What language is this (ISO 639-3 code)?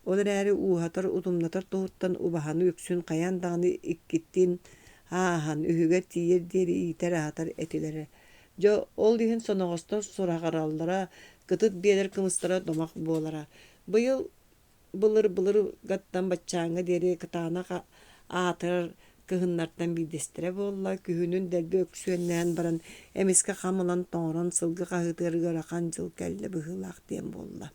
sah